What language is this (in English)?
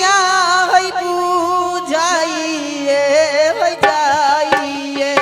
Angika